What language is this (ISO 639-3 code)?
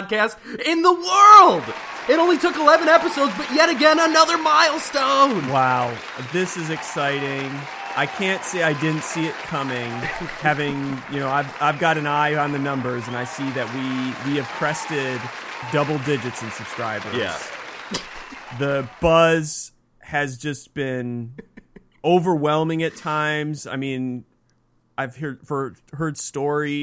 eng